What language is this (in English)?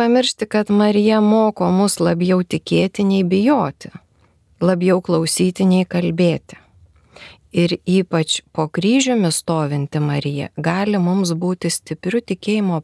Lithuanian